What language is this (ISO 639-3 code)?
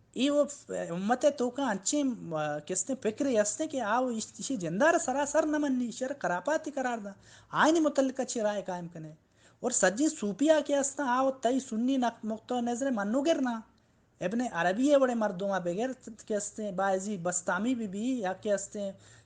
bal